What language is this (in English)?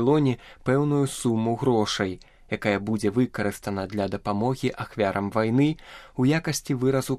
Belarusian